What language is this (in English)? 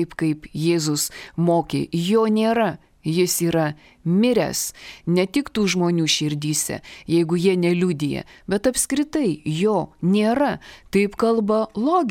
Lithuanian